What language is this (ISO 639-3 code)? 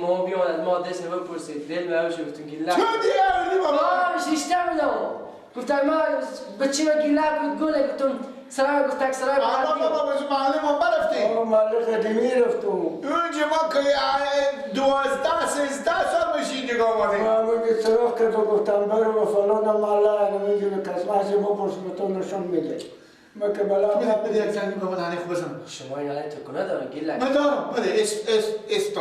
fas